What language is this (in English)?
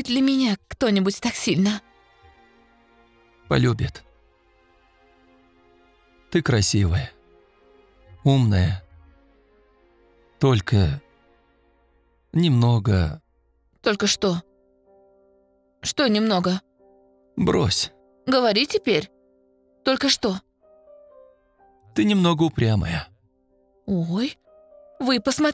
Russian